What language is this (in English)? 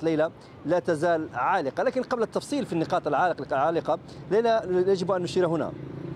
Arabic